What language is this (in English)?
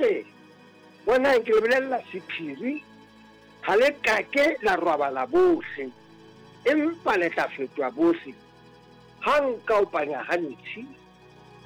Southern Sotho